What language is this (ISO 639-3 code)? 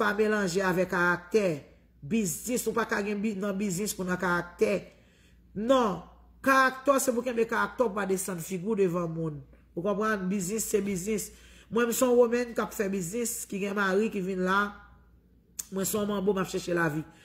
hat